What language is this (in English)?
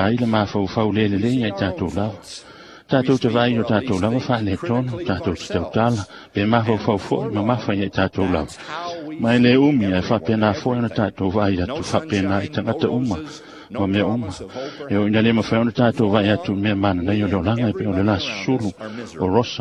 Samoan